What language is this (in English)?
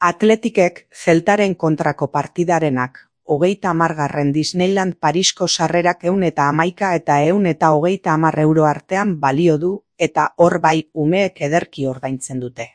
Basque